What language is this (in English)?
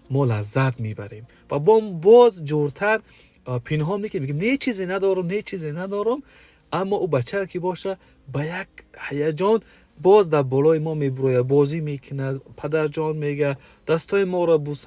Tajik